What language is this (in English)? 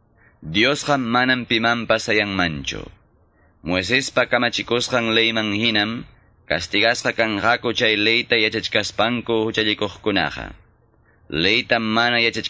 Quechua